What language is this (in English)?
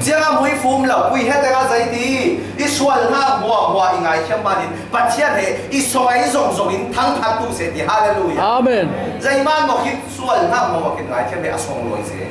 Falam Chin